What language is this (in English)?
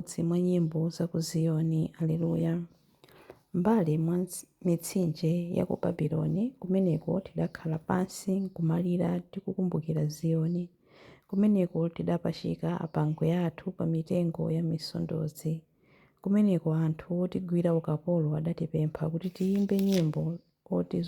Nyanja